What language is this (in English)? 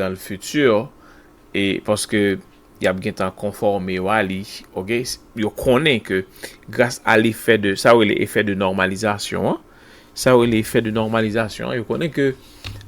Haitian Creole